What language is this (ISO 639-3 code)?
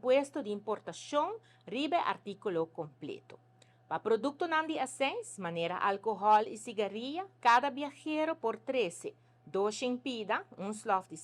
pap